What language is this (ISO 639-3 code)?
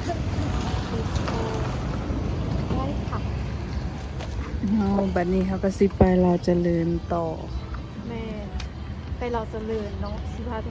lao